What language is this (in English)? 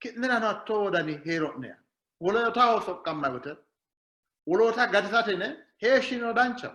Sidamo